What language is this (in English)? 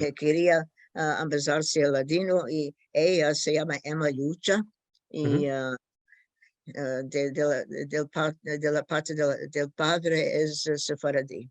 Ladino